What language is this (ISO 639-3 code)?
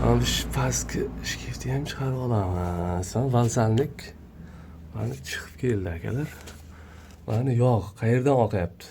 uzb